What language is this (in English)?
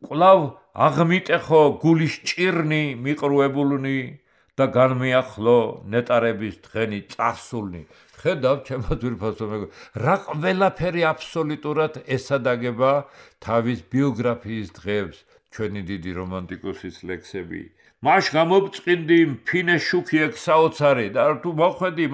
Georgian